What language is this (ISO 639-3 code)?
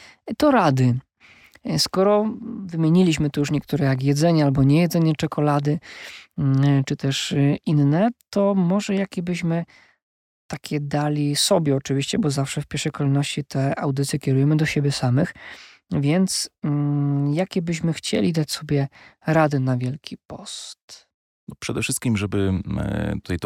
pol